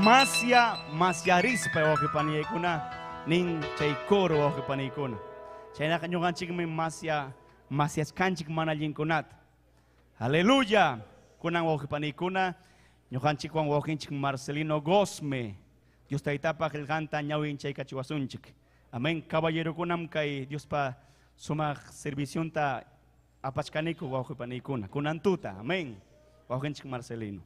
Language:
Ayacucho Quechua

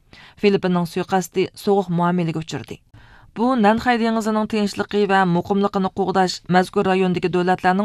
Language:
Uyghur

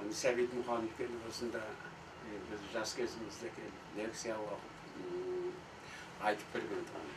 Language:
Kazakh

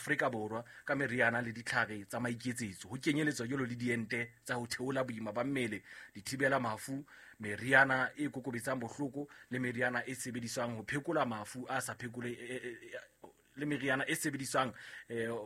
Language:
Southern Sotho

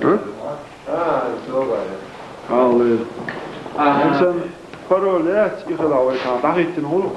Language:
Chechen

